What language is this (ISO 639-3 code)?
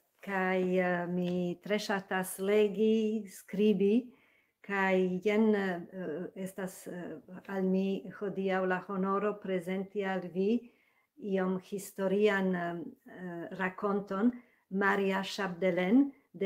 epo